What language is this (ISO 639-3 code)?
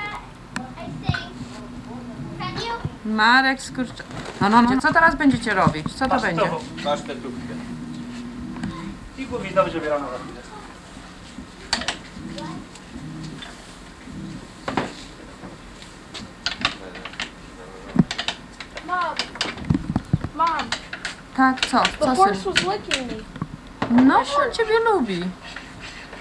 pol